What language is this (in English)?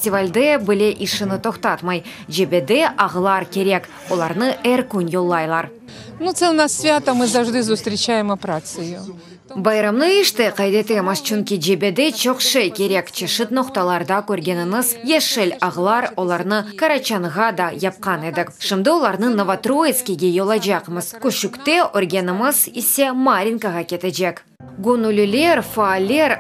Crimean Tatar